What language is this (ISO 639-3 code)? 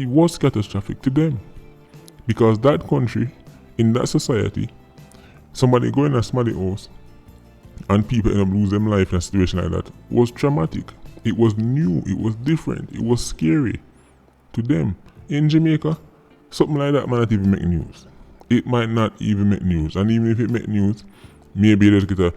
jam